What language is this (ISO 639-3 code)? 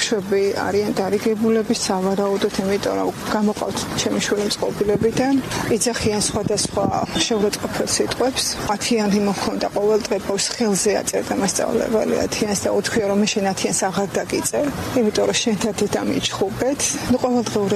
kat